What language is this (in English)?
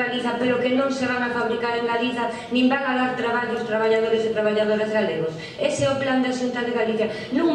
Galician